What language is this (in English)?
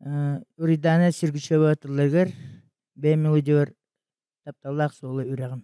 Yakut